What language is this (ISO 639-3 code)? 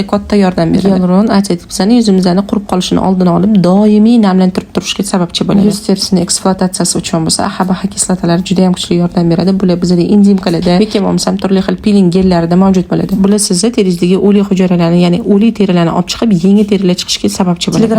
uzb